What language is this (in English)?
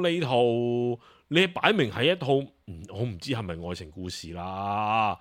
Cantonese